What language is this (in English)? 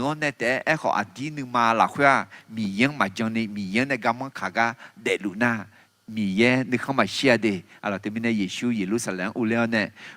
Akha